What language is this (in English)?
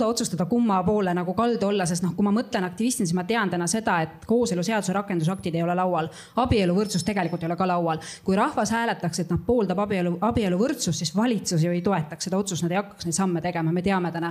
Estonian